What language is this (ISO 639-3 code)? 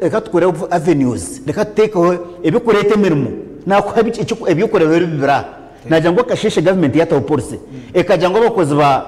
nyn